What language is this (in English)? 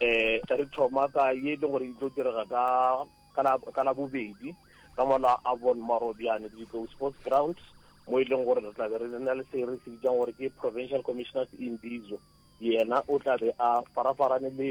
Northern Sotho